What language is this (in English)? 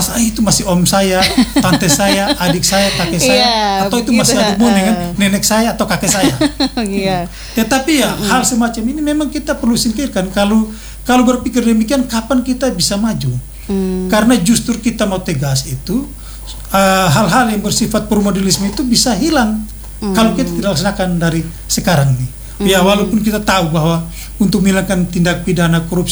Indonesian